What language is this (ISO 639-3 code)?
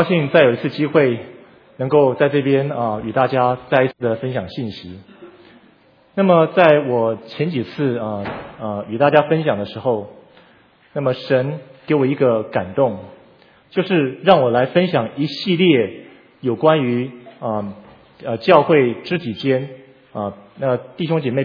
zho